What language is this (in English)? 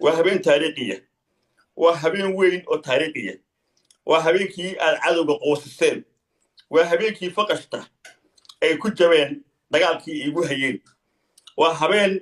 Somali